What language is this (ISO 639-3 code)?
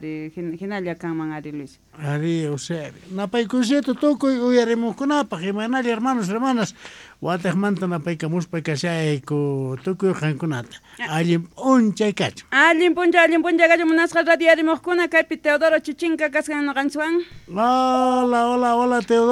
quh